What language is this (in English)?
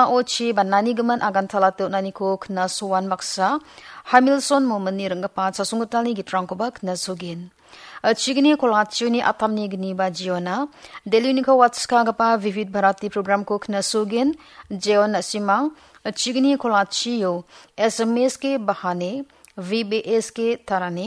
Garo